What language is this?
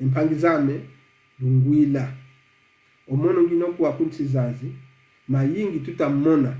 Kongo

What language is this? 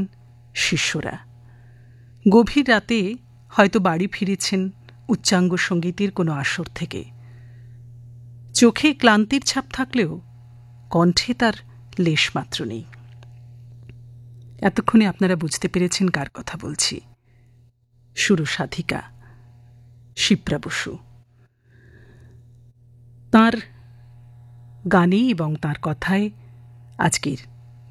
Bangla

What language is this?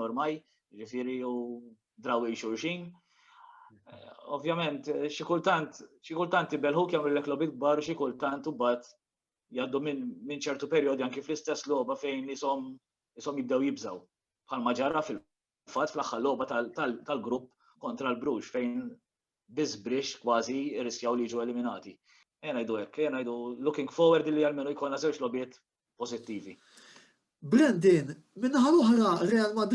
Maltese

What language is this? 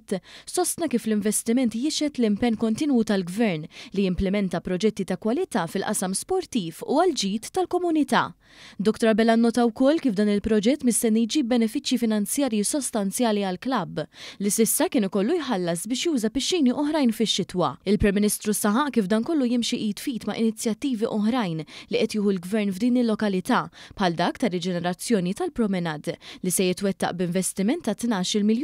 Maltese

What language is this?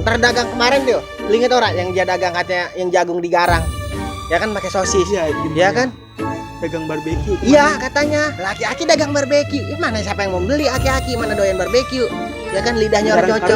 Betawi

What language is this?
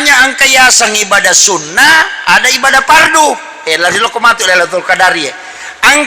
Buginese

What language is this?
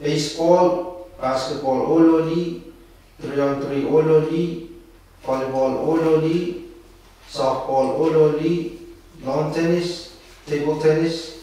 Pohnpeian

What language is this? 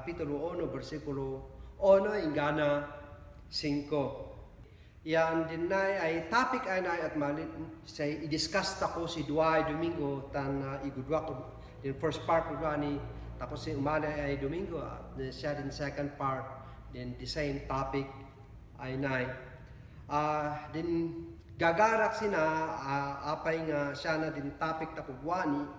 Kankanaey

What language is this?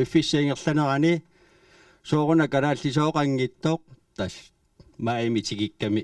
Kalaallisut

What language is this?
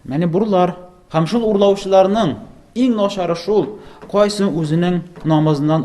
Tatar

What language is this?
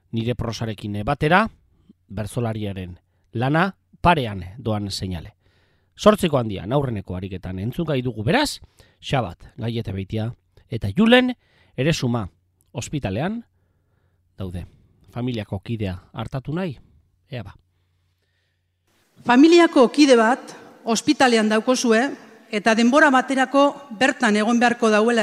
Basque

